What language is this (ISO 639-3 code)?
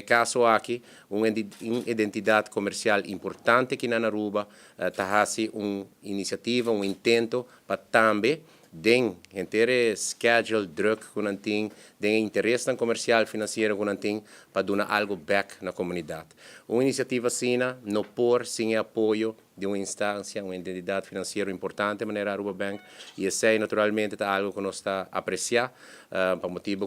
pap